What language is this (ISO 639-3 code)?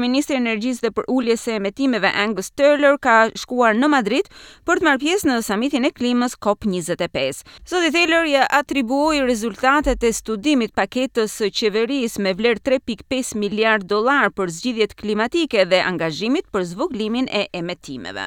sqi